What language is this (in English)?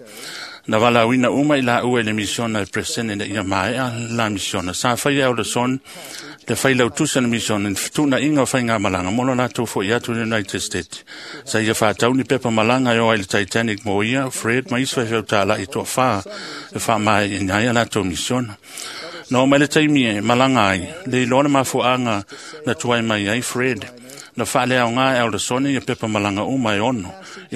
Samoan